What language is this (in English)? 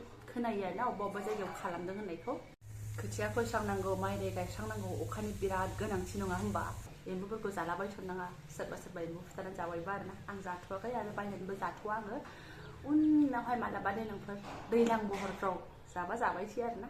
Bodo